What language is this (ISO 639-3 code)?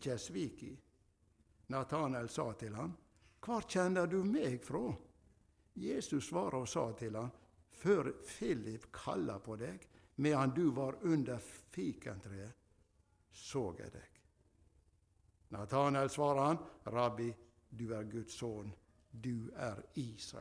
nor